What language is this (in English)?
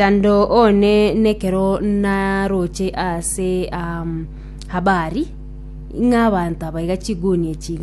Gusii